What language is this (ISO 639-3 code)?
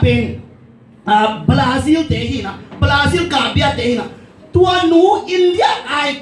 ctd